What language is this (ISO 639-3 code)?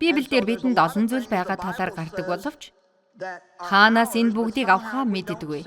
mon